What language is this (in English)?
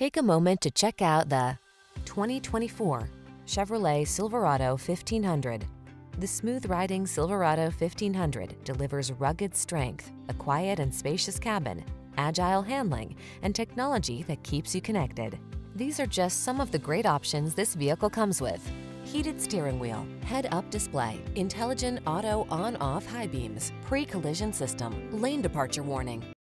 English